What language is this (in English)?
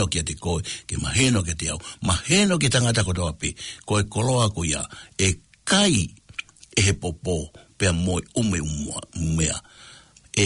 Tongan